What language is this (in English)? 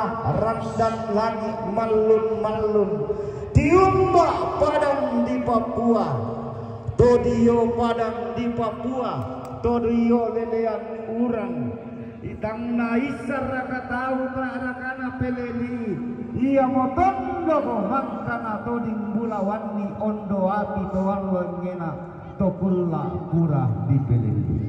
Toraja-Sa'dan